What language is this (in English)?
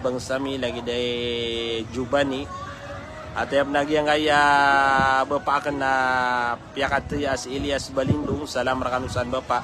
Maranao